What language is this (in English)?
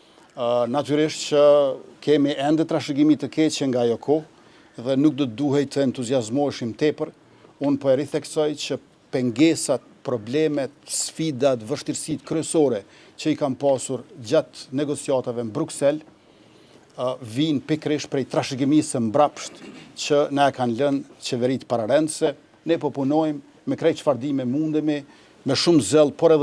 Albanian